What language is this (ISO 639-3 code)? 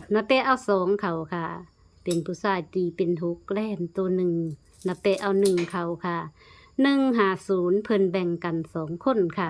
tts